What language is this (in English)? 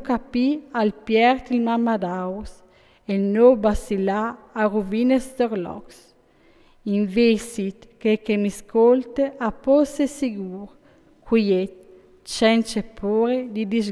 Friulian